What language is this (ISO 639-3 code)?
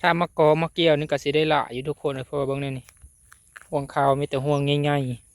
tts